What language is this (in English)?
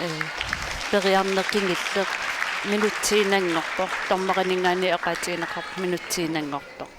Kalaallisut